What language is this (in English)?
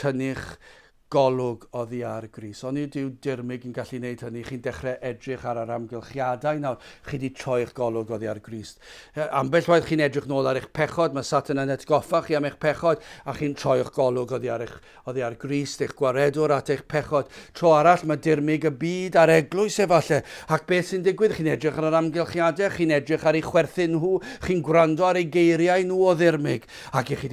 Welsh